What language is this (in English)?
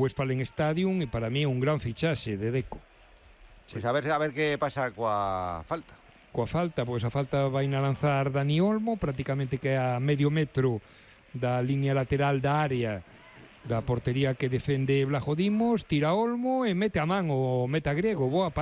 Galician